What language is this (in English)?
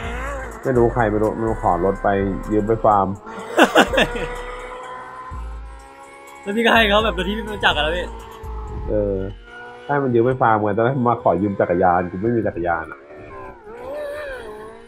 Thai